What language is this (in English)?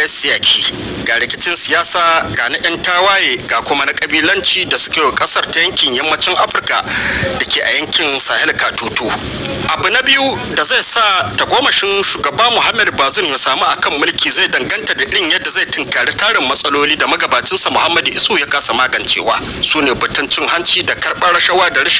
Hausa